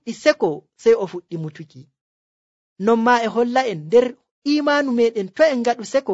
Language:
Nigerian Fulfulde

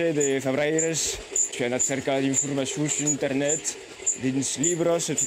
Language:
Occitan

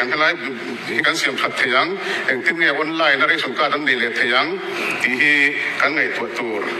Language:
Mizo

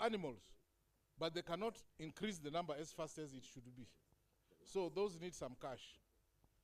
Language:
Acoli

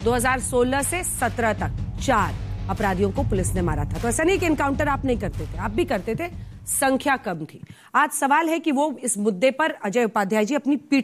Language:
Hindi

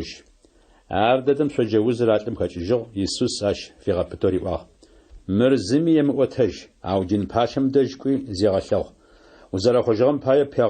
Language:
Adyghe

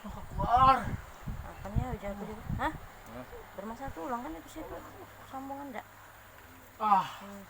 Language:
Musi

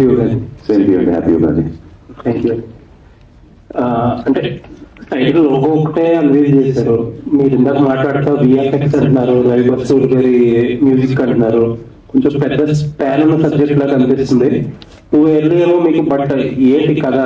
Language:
Telugu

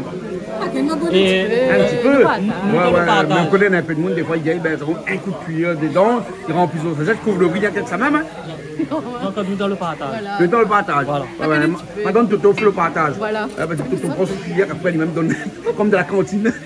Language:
Réunion Creole French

